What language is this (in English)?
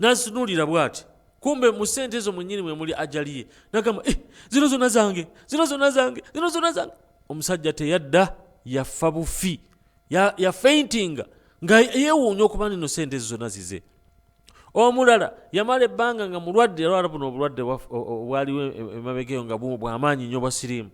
Ganda